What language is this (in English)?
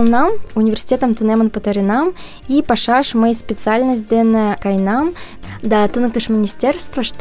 Mari